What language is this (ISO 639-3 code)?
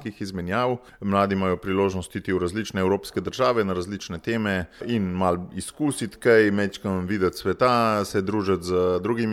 slv